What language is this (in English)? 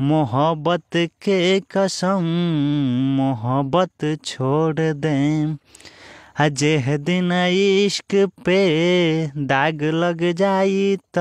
Bhojpuri